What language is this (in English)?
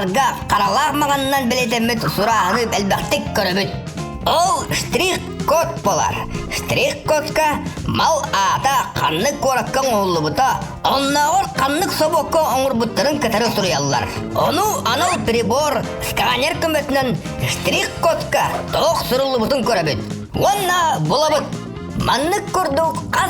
Yakut